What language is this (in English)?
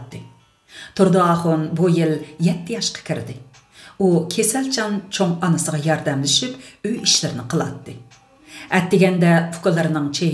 Uyghur